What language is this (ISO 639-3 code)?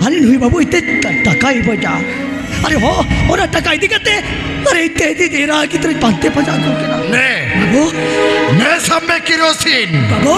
sat